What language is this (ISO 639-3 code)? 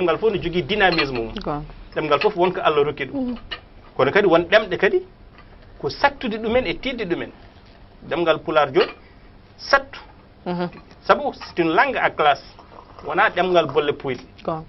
ful